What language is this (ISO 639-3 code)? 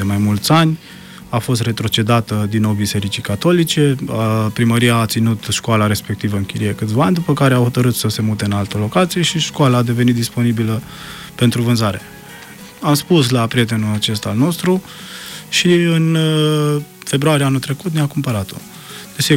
ron